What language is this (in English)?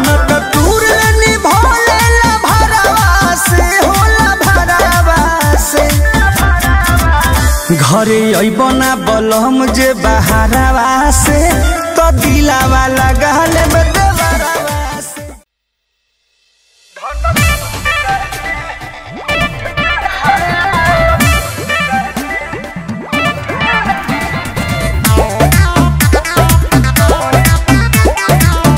Bhojpuri